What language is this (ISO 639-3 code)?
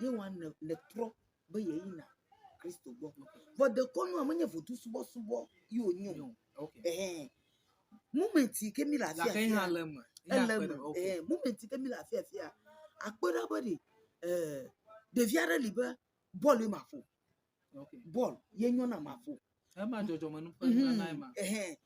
ewe